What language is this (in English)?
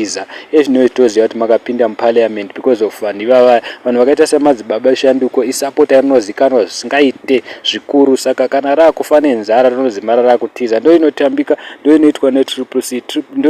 Shona